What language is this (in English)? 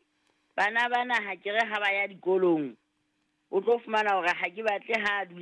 Southern Sotho